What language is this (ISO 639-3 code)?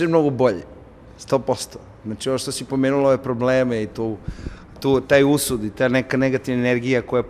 srp